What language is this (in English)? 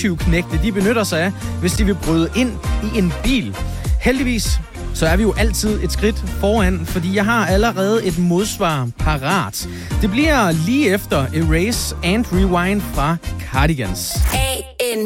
Danish